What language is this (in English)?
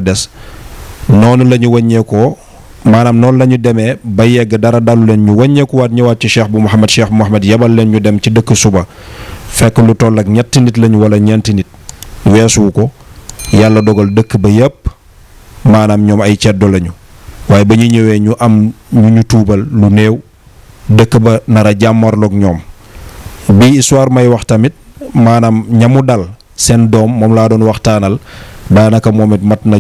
Wolof